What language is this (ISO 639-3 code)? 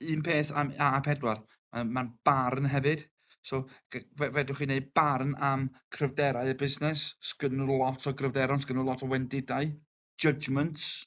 cym